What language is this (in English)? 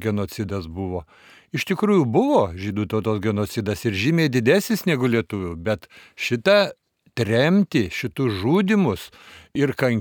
Lithuanian